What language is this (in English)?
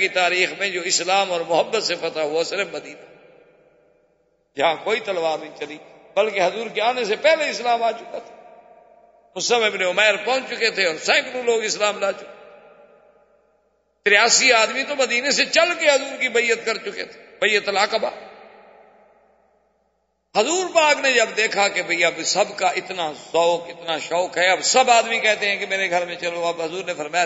Urdu